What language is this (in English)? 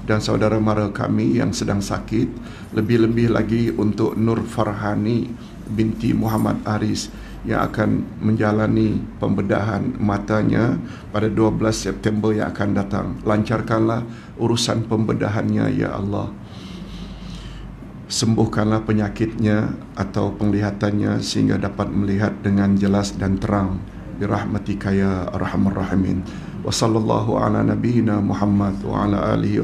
Malay